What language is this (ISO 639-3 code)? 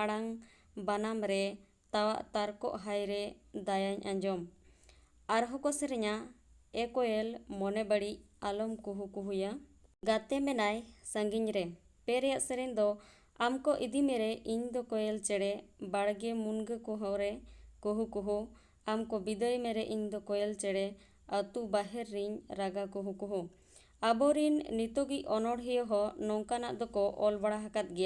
sat